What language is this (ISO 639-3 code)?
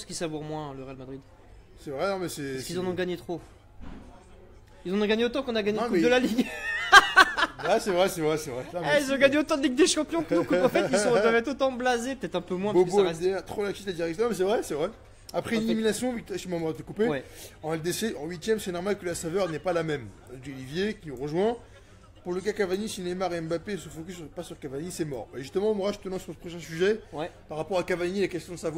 fra